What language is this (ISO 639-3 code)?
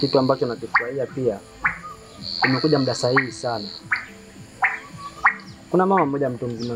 swa